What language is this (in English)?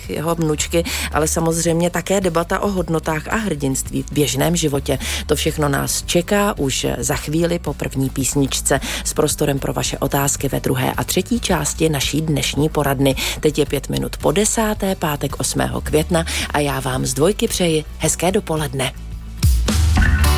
Czech